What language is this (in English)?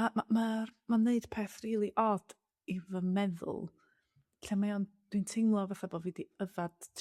Welsh